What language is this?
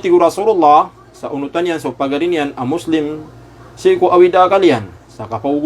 Maranao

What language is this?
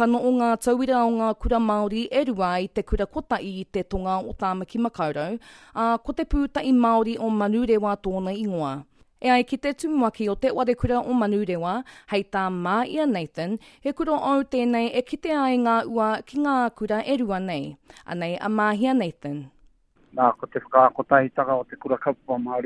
Māori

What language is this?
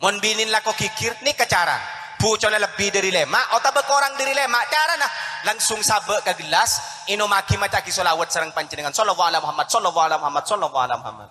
Madurese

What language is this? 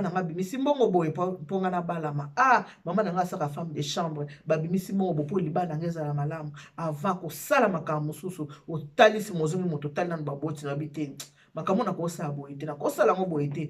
Lingala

